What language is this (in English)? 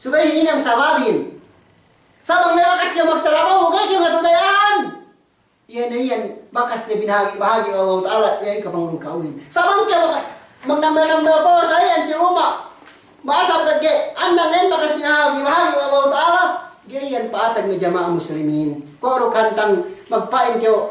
Yakan